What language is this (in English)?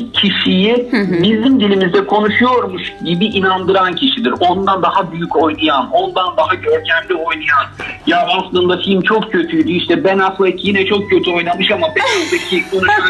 Turkish